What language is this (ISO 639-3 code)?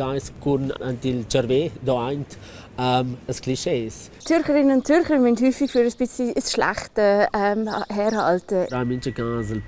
roh